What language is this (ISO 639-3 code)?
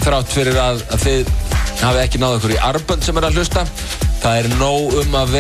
isl